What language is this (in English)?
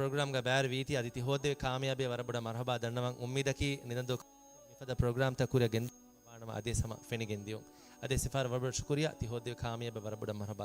Divehi